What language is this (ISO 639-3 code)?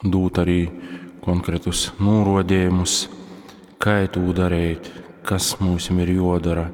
ltg